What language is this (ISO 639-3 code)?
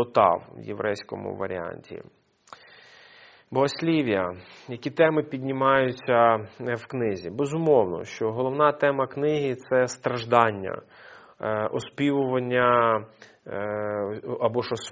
ukr